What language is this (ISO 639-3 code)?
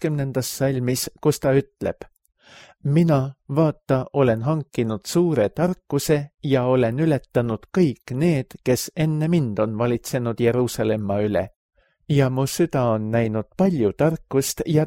est